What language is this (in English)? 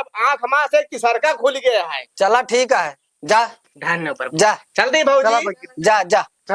Awadhi